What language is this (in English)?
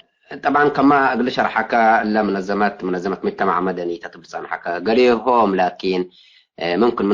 Tigre